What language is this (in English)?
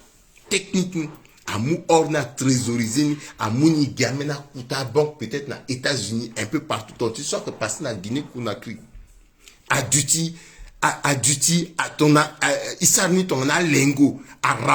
Sango